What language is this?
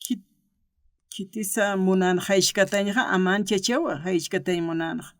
Aymara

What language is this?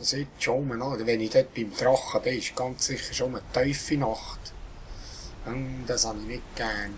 Swiss German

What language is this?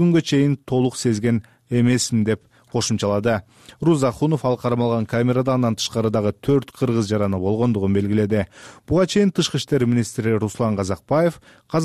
Kyrgyz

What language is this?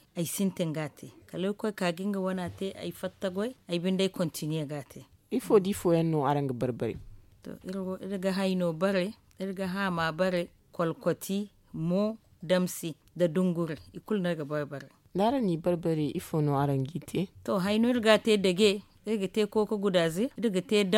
Zarma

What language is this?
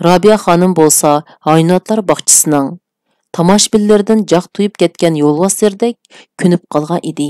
Uyghur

